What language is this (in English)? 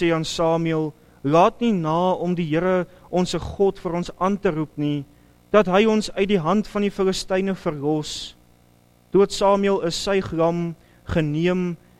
Afrikaans